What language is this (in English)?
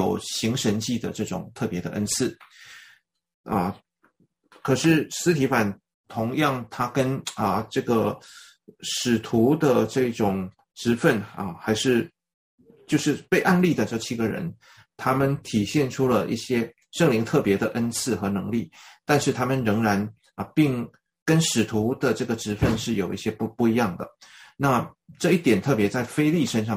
Chinese